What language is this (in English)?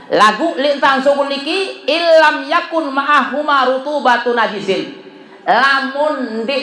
Sasak